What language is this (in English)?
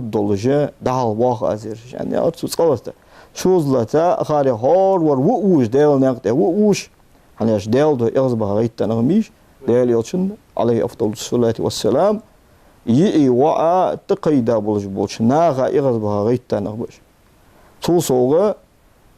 Ingush